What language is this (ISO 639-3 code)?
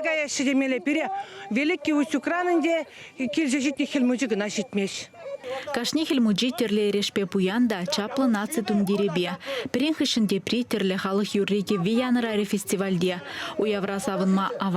chv